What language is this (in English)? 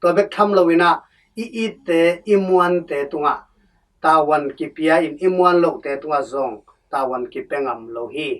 Tedim Chin